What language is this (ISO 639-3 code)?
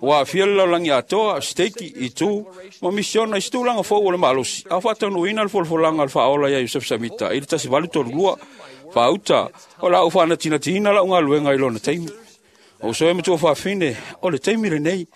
smo